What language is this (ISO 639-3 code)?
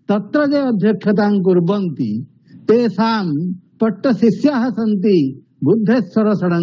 san